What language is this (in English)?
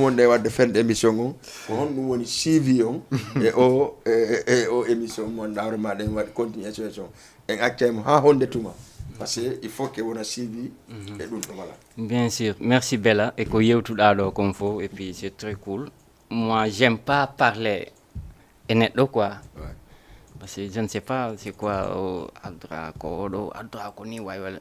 Fula